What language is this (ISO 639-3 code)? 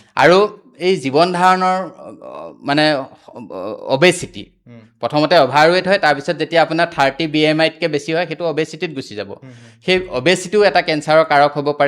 asm